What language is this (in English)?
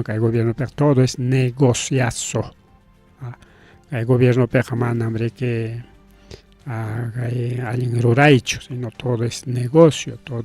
Ayacucho Quechua